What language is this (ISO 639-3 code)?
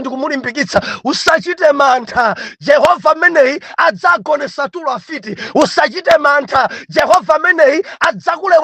nya